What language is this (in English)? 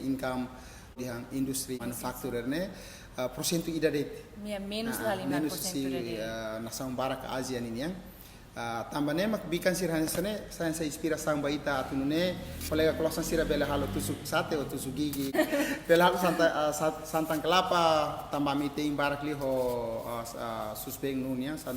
Tetum